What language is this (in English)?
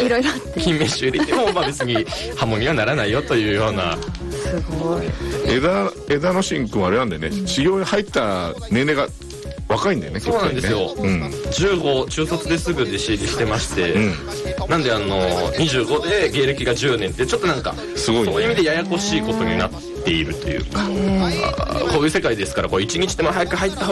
Japanese